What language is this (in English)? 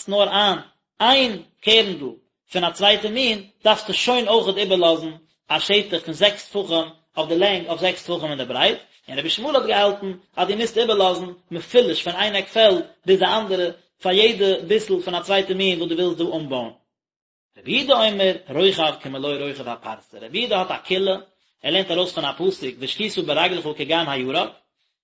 Yiddish